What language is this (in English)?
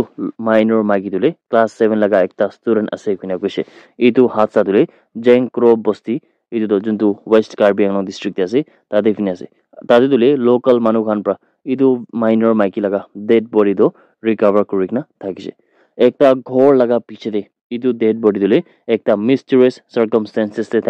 Naga Pidgin